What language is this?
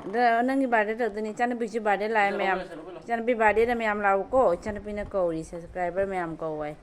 Manipuri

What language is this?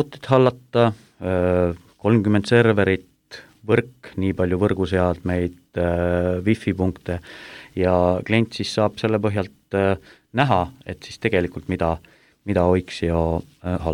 Estonian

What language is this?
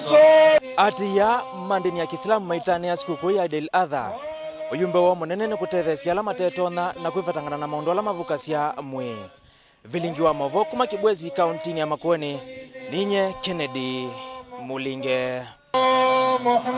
Kamba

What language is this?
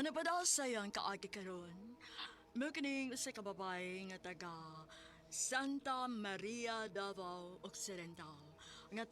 Cebuano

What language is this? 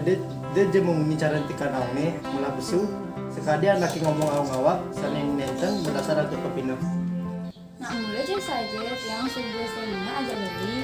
Balinese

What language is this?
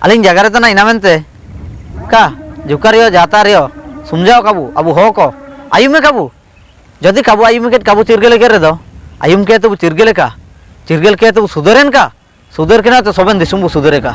Ho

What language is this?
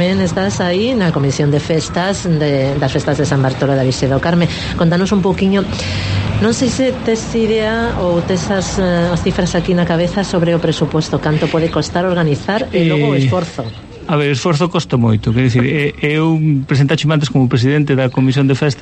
Galician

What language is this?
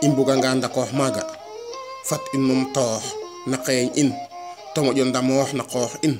Serer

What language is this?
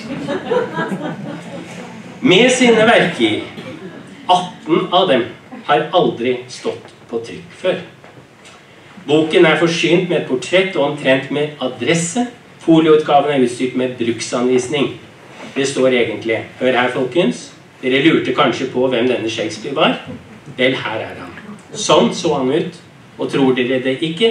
Norwegian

